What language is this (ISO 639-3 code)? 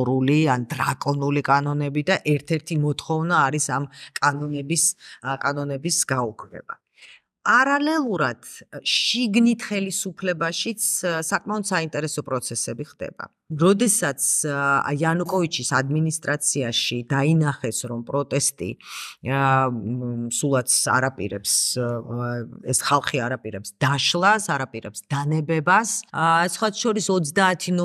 kat